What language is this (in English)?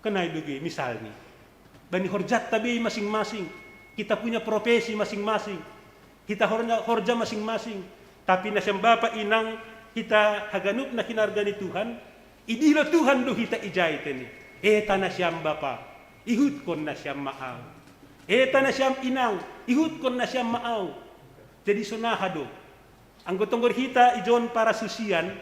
Batak Simalungun